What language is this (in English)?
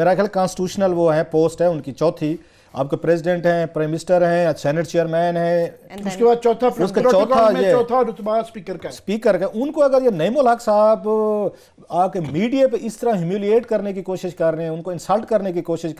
Urdu